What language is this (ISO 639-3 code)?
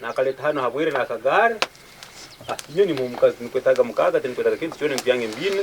ttj